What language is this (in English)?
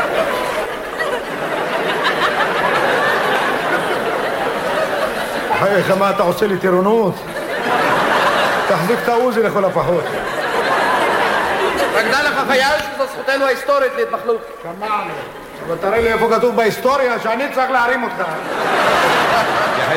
Hebrew